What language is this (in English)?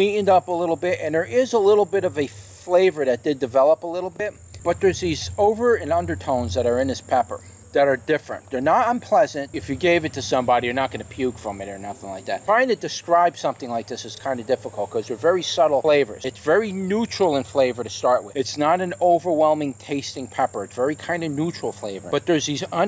English